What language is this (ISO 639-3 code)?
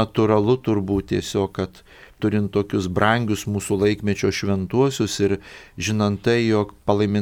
lit